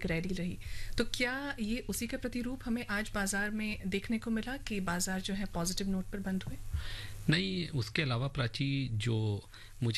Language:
Hindi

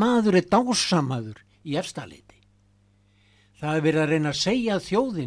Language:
Icelandic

